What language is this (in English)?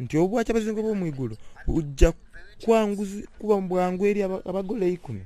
Soga